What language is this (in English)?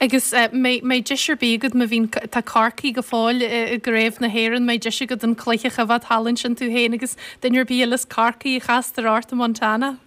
Irish